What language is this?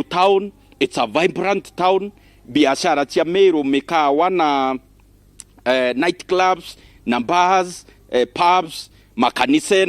Meru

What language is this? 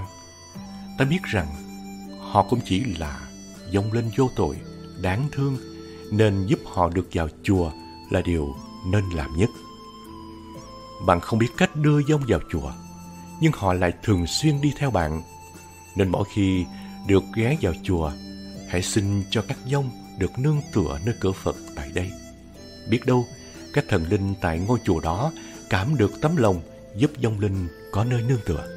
Vietnamese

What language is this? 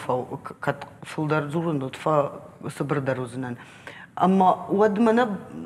Ossetic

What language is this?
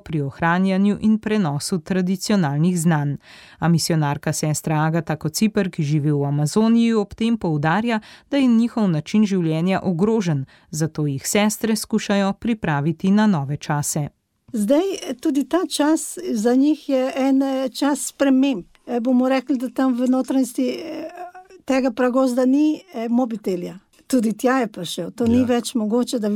Slovenian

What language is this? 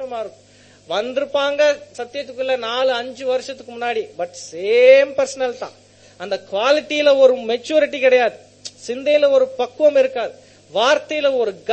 Tamil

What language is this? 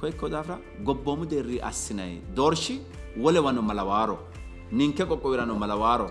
Sidamo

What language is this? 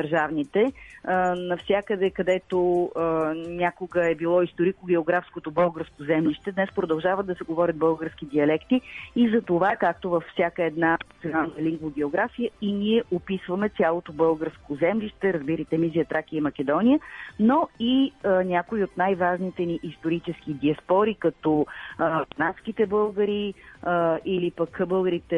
Bulgarian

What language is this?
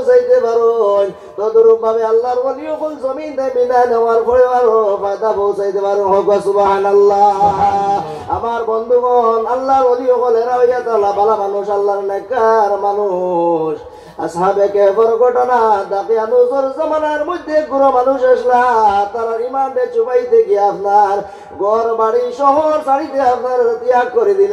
Sylheti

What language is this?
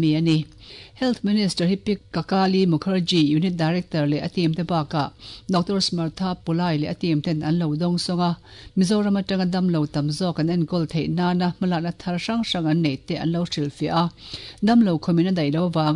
Mizo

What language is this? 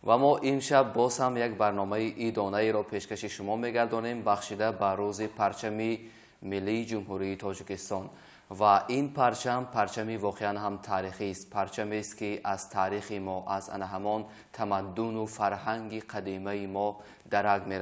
Tajik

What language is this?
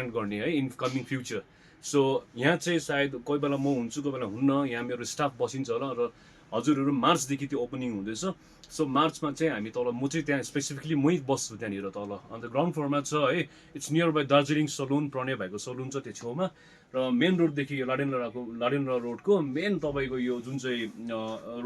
Nepali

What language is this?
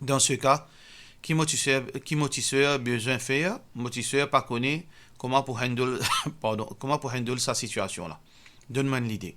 Morisyen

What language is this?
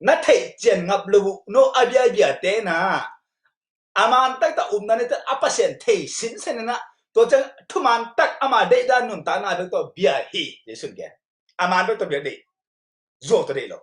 Tedim Chin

